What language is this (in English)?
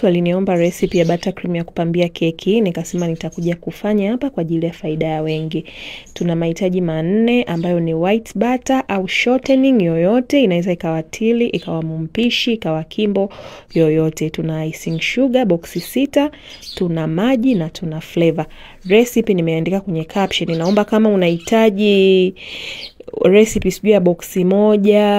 Swahili